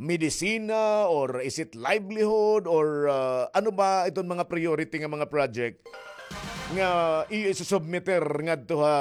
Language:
Waray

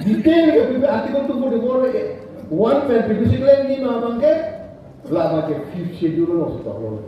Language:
Karbi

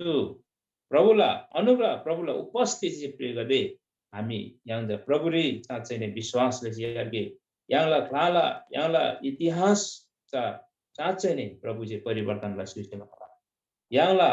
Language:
Eastern Tamang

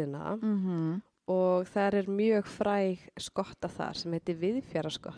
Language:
Icelandic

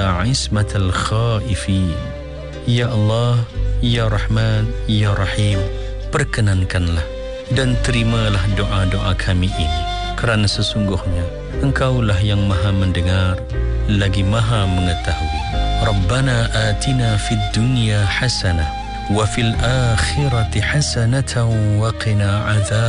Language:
Malay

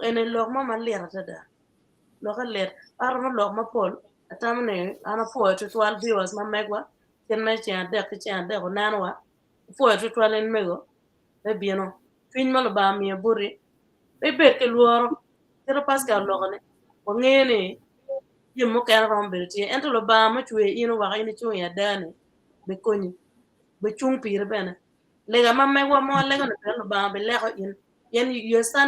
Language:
Acoli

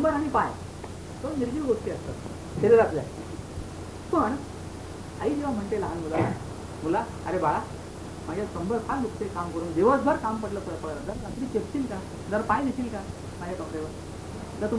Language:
Marathi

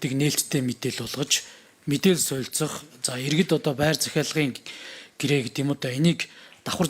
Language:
Mongolian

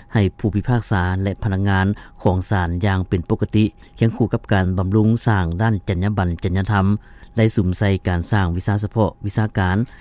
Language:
Lao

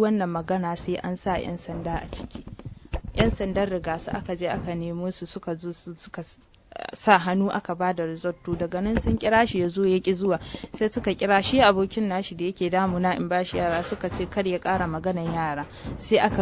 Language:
Hausa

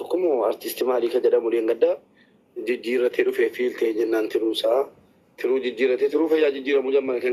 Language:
Oromo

